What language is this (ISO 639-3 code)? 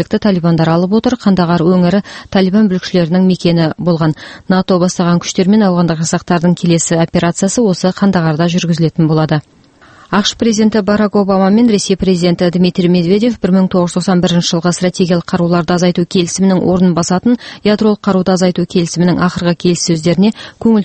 kaz